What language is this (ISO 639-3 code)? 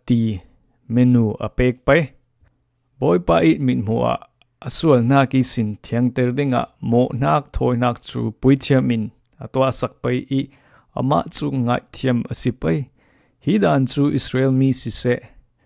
cfm